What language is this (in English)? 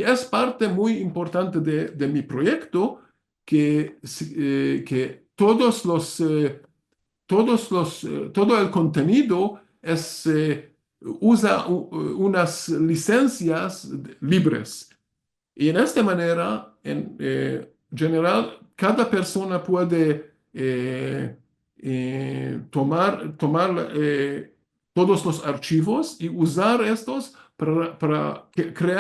Ladino